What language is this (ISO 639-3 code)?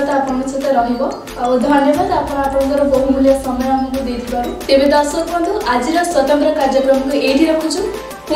ori